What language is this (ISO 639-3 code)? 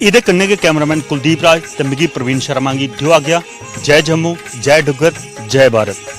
doi